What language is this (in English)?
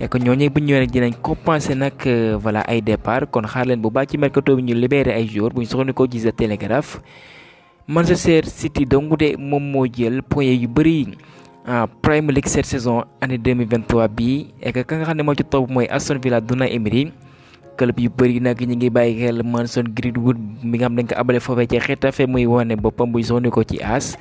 Wolof